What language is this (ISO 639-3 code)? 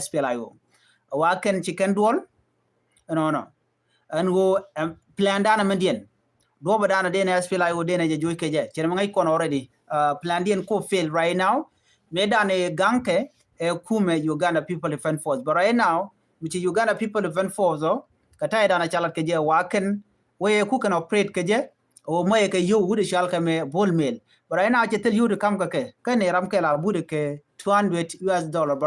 nus